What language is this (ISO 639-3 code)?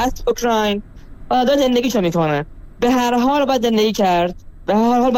fas